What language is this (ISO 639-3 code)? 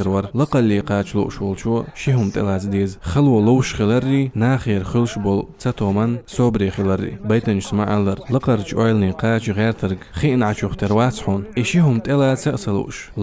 che